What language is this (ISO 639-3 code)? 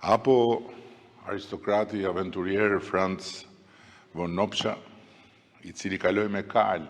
sqi